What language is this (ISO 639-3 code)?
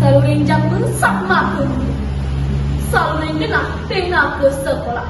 ban